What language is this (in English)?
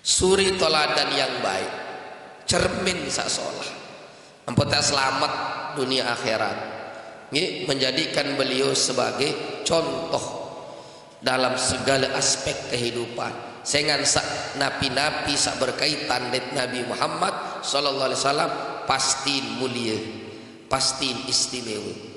Sasak